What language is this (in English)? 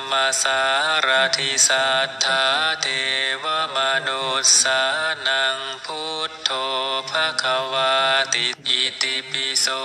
Shan